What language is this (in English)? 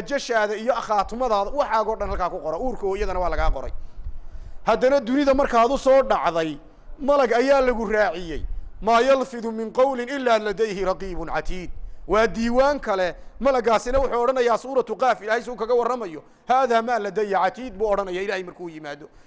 Somali